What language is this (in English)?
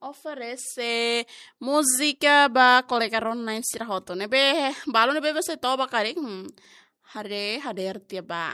Tetum